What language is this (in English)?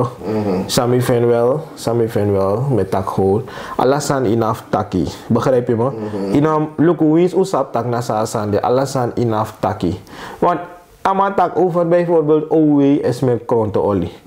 Sranan Tongo